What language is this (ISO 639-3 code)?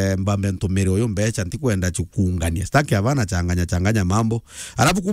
mer